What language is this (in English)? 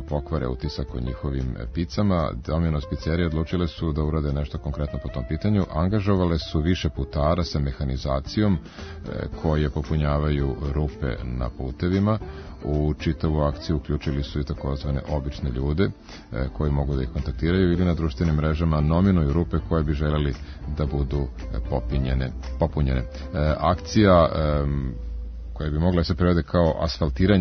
Serbian